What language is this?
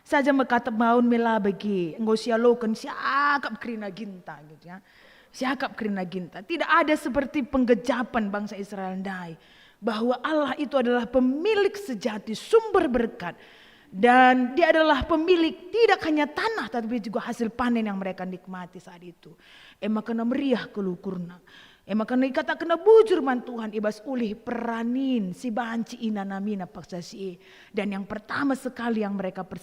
Batak Karo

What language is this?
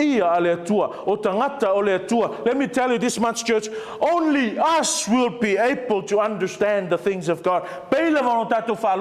Samoan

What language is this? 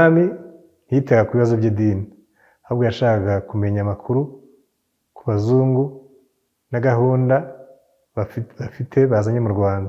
Kinyarwanda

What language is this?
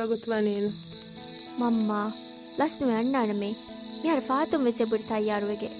Divehi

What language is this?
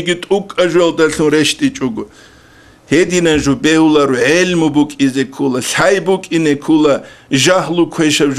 Avaric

